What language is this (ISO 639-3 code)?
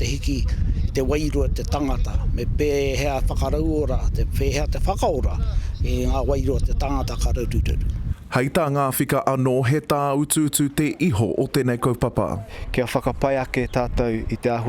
mri